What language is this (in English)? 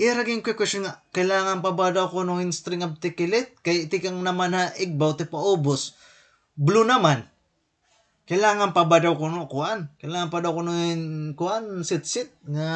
Waray